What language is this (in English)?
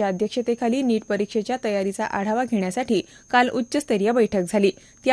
Marathi